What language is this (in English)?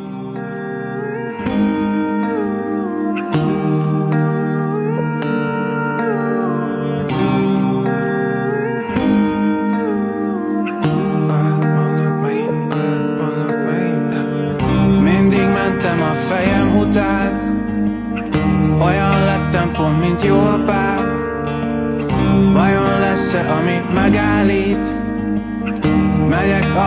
Hungarian